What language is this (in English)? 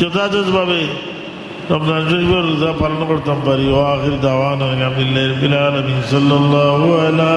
Sylheti